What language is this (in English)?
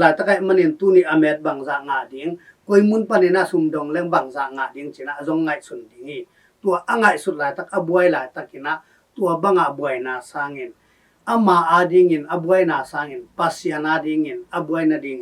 Tedim Chin